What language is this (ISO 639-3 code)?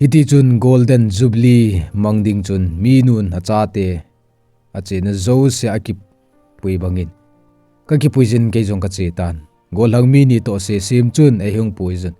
tcz